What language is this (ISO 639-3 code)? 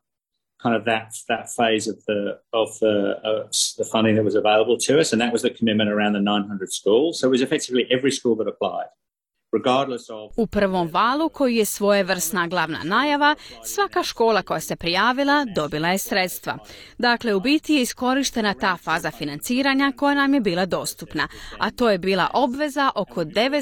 hrv